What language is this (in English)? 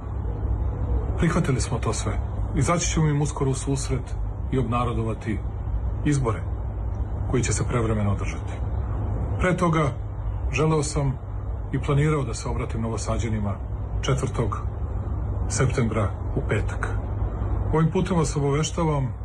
Serbian